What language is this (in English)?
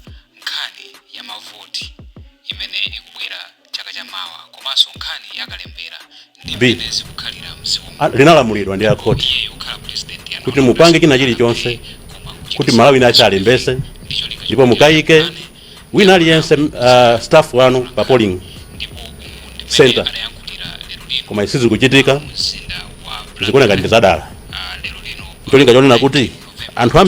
Nyanja